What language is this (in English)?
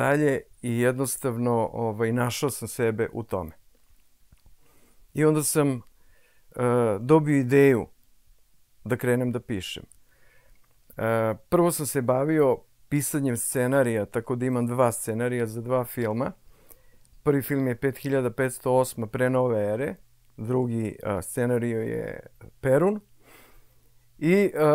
Serbian